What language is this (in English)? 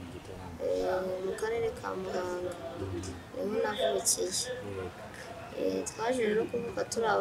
Kinyarwanda